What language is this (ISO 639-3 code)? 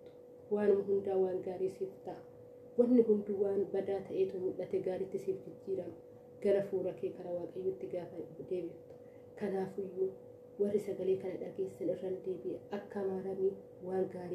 orm